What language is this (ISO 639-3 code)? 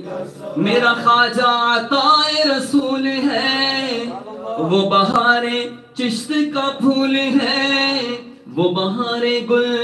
urd